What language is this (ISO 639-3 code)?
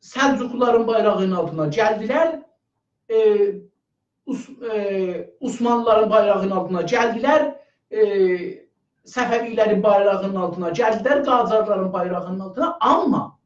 azb